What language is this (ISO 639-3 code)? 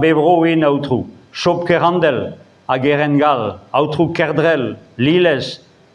bre